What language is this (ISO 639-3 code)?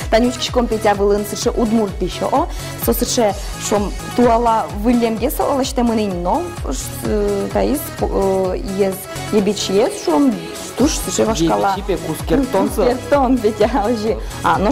udm